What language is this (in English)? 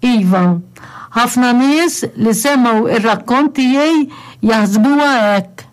Maltese